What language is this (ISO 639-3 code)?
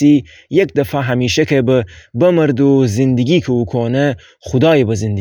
glk